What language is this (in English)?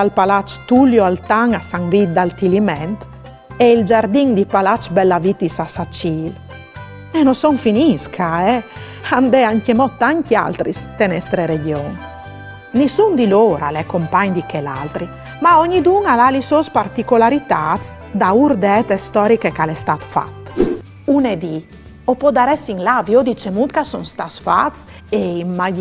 Friulian